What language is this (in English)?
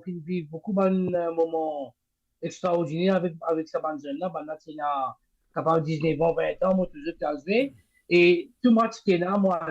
Morisyen